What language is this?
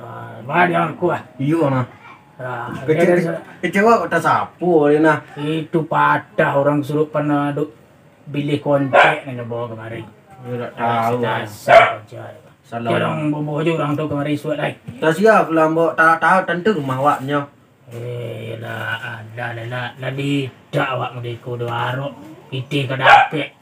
Minangkabau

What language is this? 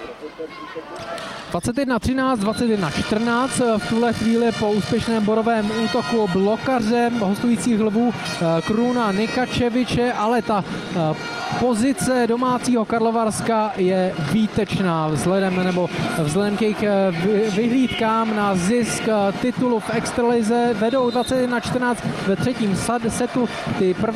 Czech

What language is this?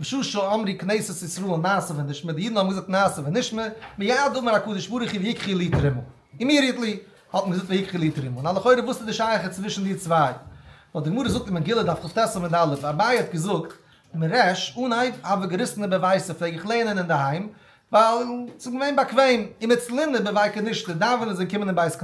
Yiddish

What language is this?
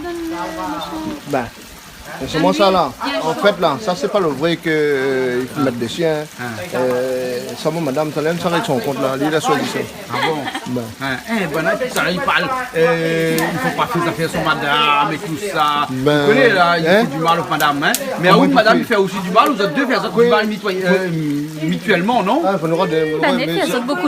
Réunion Creole French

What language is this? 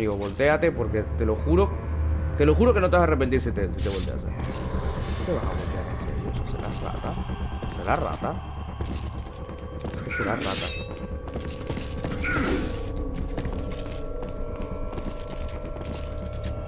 Spanish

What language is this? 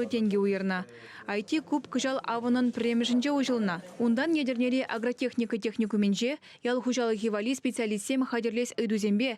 Chuvash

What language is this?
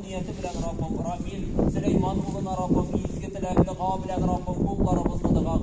Tatar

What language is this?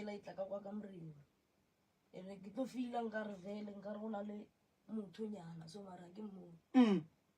Northern Sotho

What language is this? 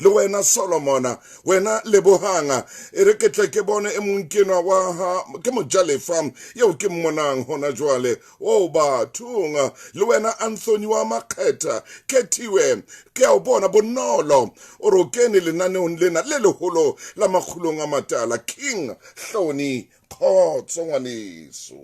Southern Sotho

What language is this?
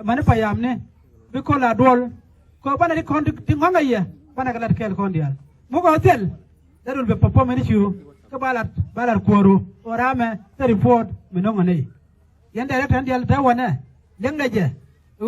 Nuer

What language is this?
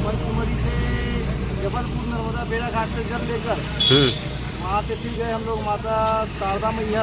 Chhattisgarhi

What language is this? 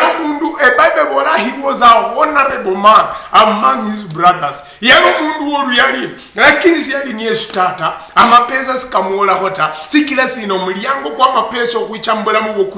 Luyia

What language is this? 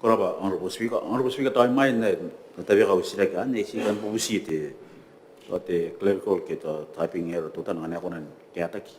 Gilbertese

